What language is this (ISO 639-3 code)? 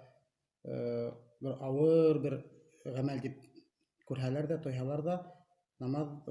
bak